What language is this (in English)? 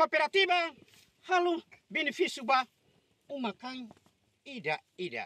Tetum